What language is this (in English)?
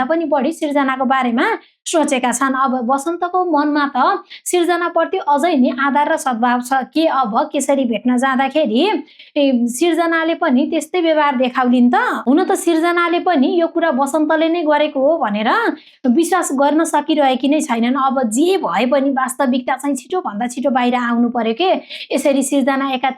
Nepali